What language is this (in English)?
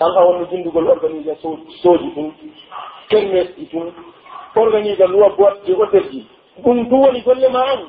Pular